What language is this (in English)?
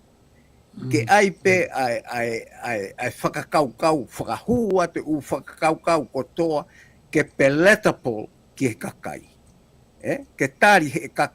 Tongan